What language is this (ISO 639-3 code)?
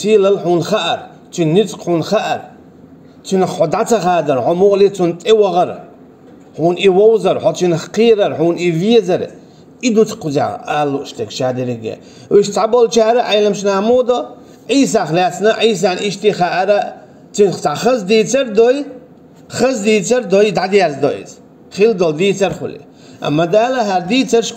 che